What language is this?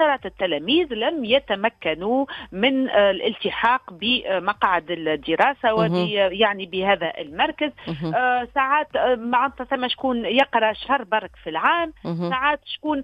Tunisian Arabic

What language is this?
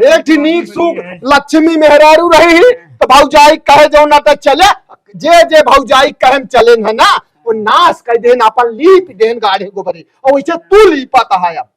Awadhi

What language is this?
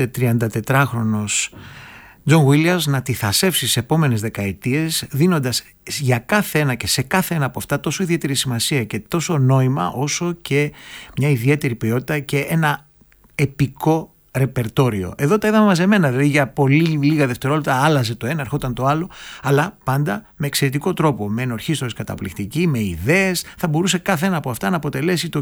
Greek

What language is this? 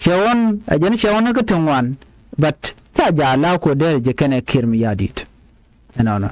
Nuer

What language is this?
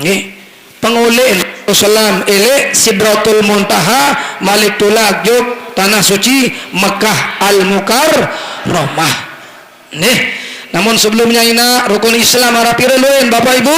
Sasak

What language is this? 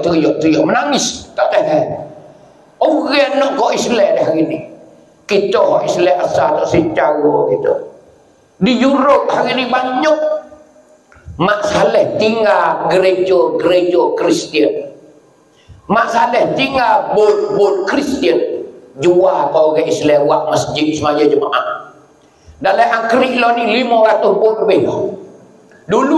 Pattani Malay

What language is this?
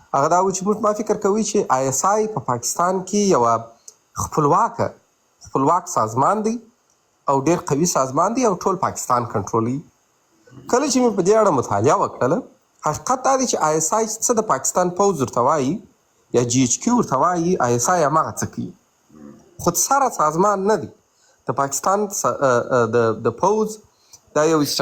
Pashto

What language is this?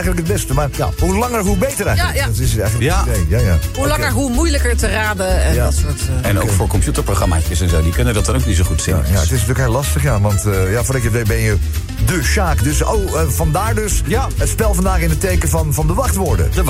Dutch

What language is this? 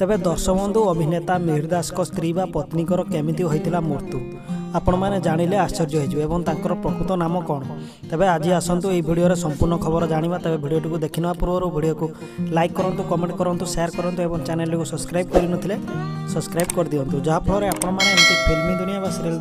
Odia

